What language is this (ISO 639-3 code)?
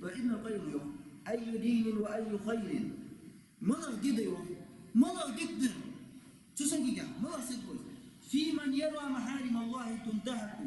inh